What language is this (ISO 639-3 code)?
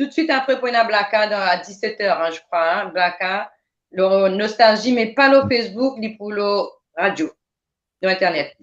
mfe